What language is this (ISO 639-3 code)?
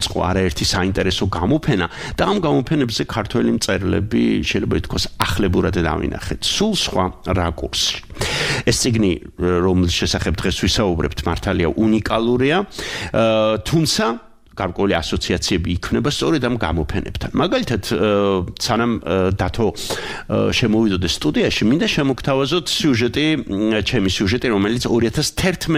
kat